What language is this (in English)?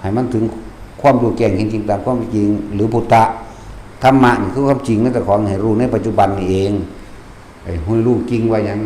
Northeastern Thai